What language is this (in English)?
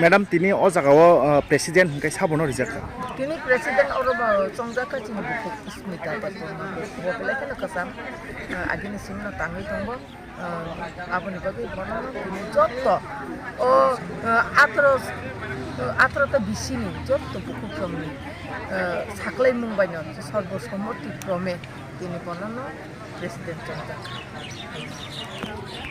Kok Borok